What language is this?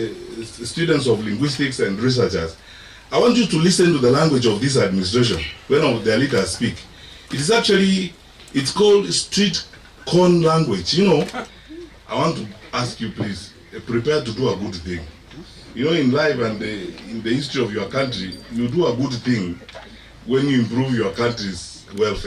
Gusii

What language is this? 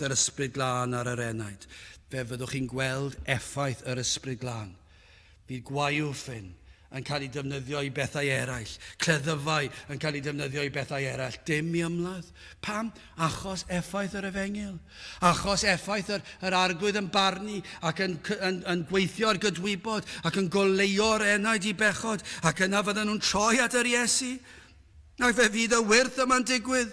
Welsh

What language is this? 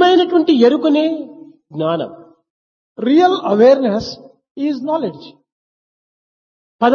Telugu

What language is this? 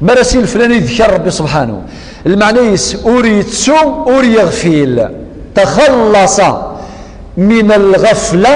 Kabyle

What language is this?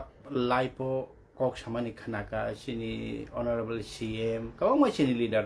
Kok Borok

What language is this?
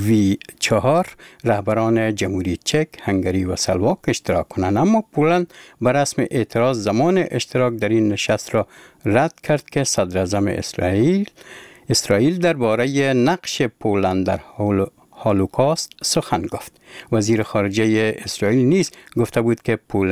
Persian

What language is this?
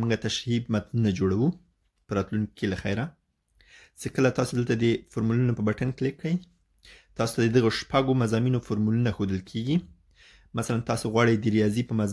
Pashto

